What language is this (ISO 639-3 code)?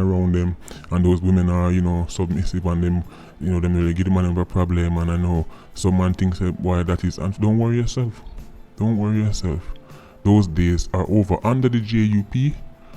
jam